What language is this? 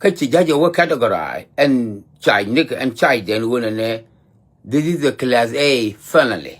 Nuer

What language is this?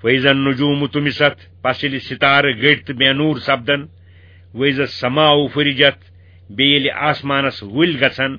Kashmiri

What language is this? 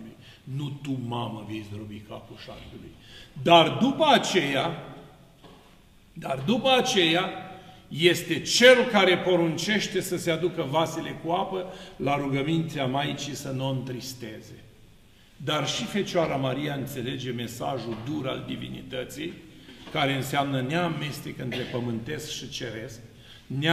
Romanian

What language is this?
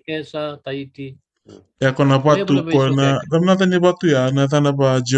Fijian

